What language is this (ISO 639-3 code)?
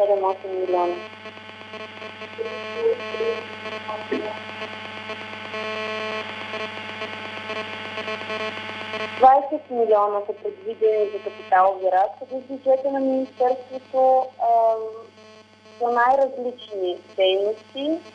bul